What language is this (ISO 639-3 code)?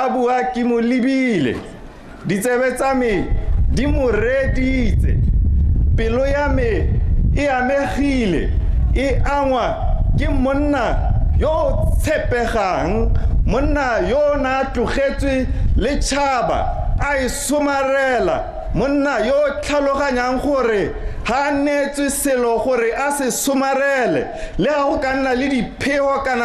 tsn